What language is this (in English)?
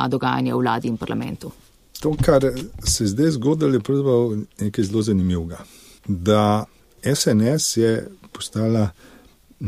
Slovenian